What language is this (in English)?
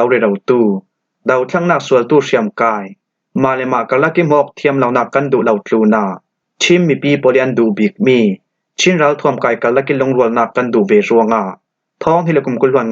Falam Chin